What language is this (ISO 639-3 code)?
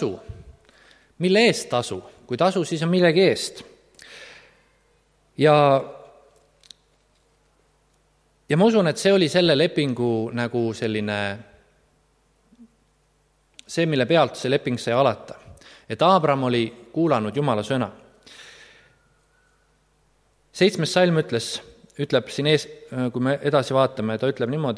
est